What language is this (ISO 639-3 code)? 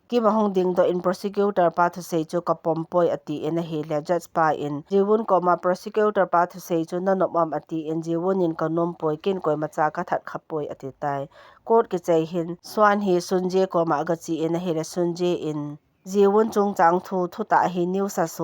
tcz